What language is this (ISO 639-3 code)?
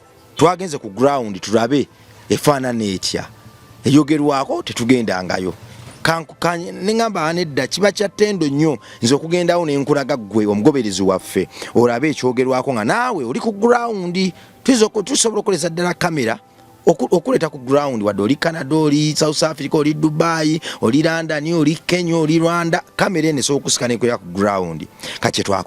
lug